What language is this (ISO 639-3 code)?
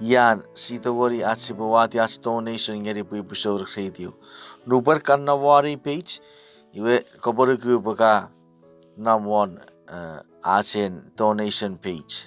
chk